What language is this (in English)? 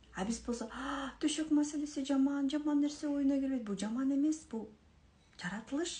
Kyrgyz